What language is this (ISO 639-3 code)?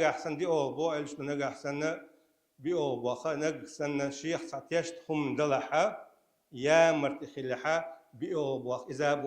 che